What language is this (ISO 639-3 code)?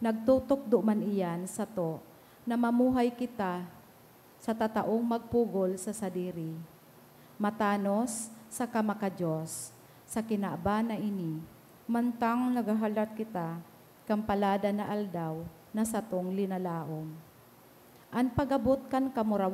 bik